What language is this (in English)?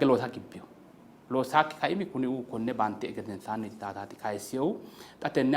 Sidamo